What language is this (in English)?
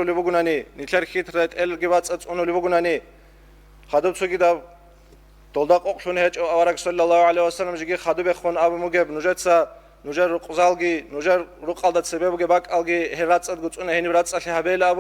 Avaric